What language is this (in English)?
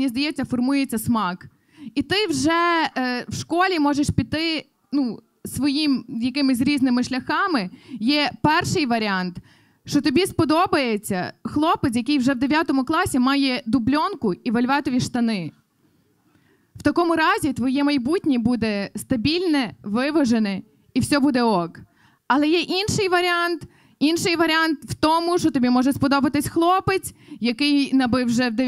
Ukrainian